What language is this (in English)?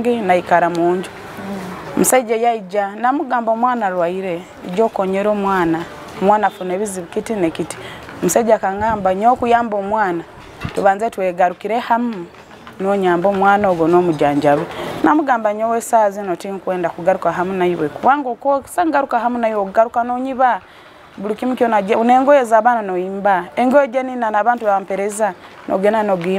Nyoro